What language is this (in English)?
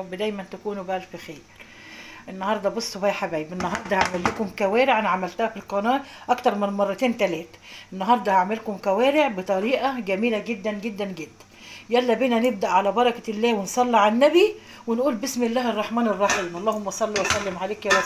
Egyptian Arabic